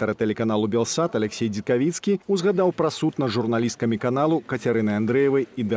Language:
Belarusian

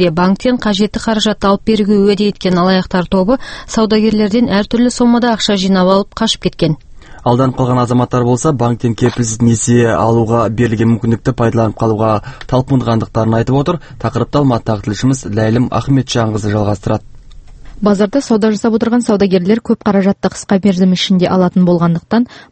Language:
Kazakh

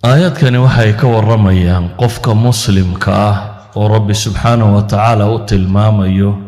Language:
Somali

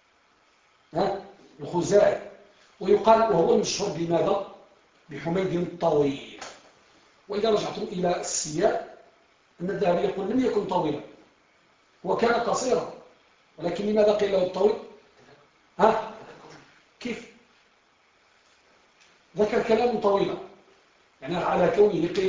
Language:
Arabic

